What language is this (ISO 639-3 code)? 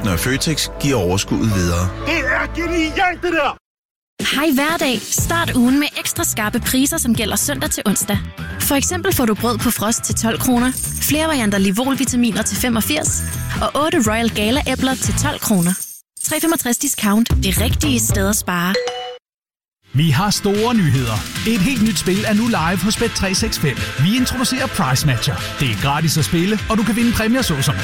dan